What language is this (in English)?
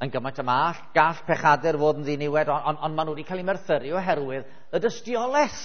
Welsh